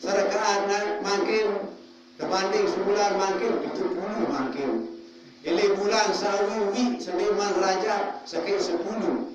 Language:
Sasak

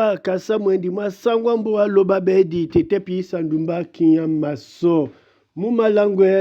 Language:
Duala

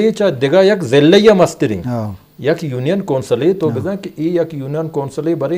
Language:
Eastern Balochi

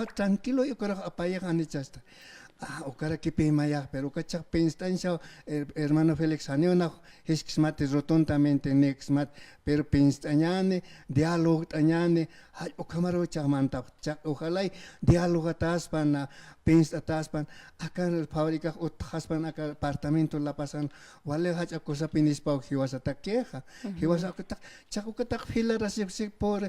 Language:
Aymara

